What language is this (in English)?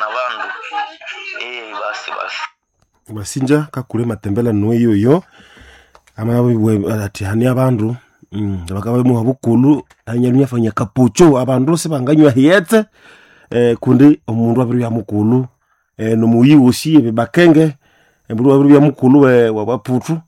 Nande